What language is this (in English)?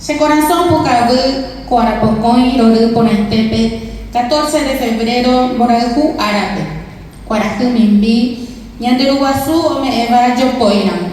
Guarani